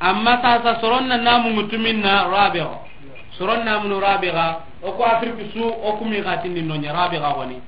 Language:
Soninke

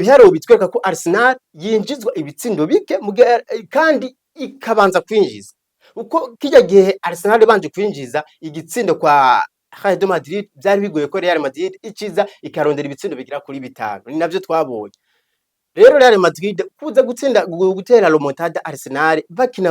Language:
Rundi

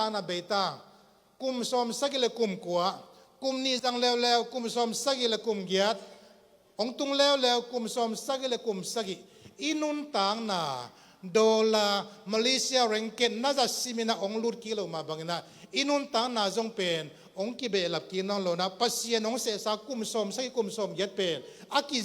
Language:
Tedim Chin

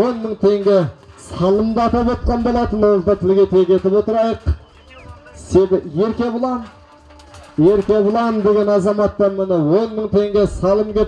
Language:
Kazakh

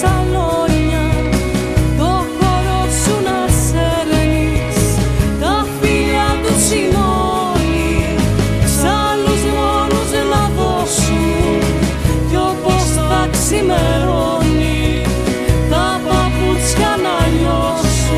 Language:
Greek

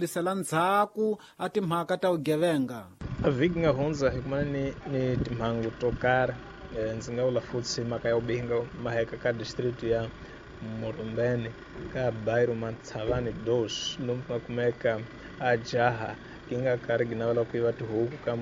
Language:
Tsonga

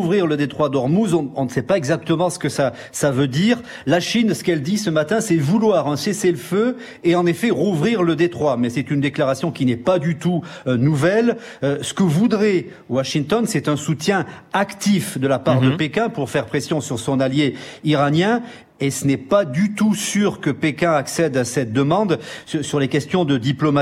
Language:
French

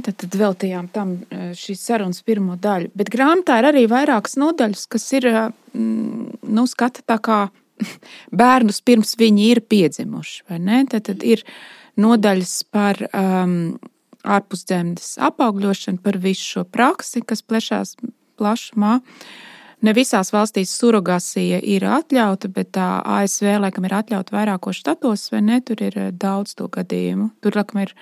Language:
Latvian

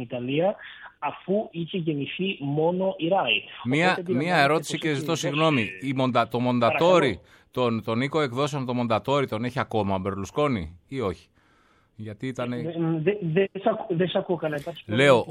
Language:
Greek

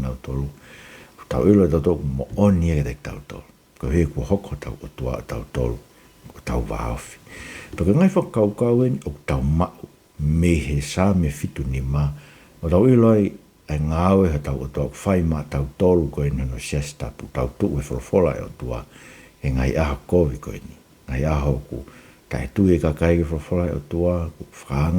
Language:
Tongan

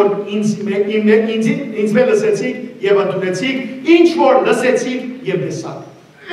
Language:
Western Armenian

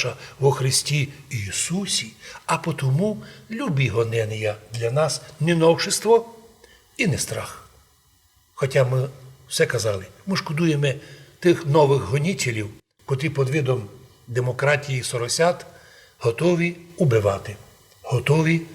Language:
Rusyn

